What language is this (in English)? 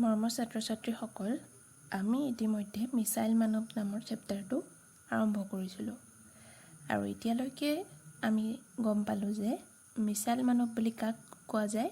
Assamese